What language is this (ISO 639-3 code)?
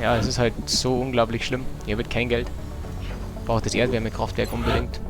bar